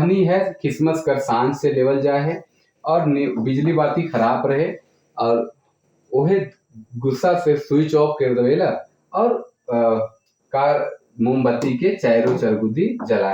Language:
Sadri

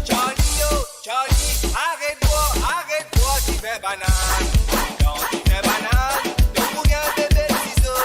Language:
Morisyen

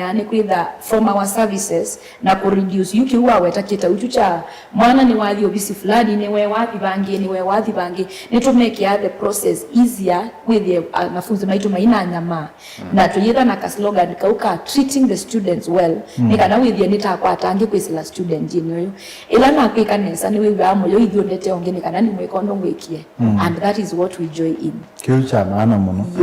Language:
Kamba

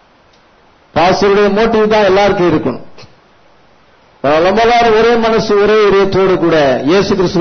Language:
Tamil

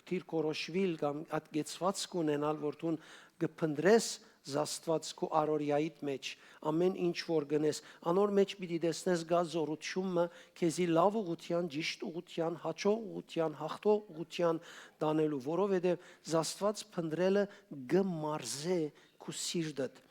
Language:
Western Armenian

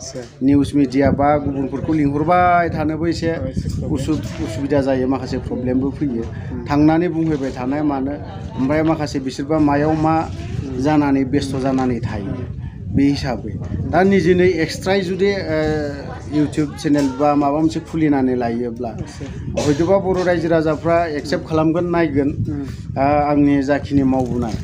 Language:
Bodo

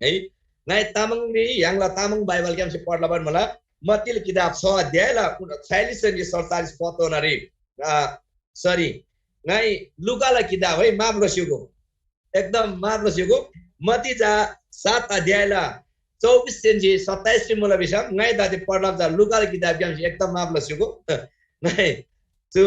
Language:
Eastern Tamang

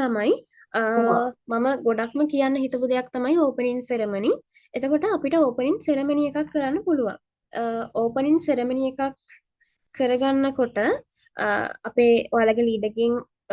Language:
Sinhala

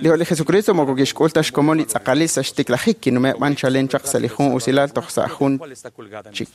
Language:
Kekchí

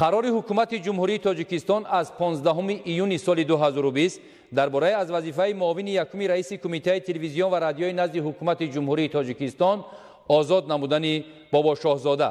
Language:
Tajik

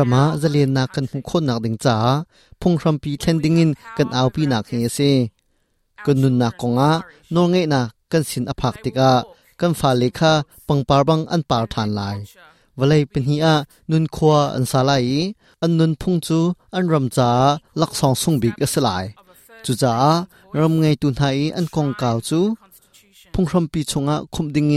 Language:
Hakha Chin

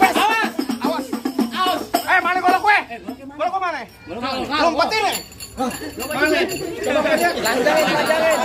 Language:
Betawi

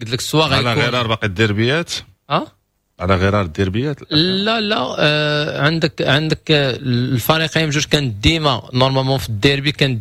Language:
Moroccan Arabic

